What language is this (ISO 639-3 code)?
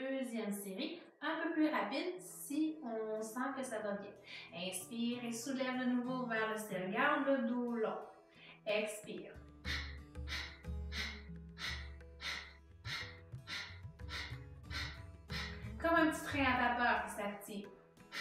fra